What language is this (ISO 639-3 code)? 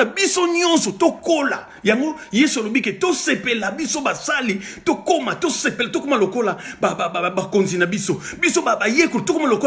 lin